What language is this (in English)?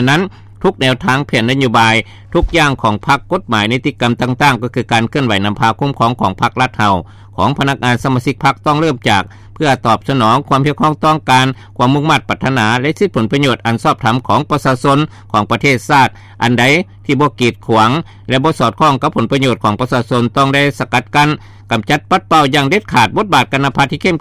Lao